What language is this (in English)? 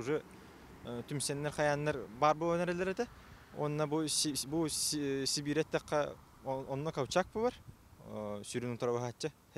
Yakut